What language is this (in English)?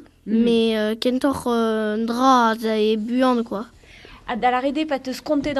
Breton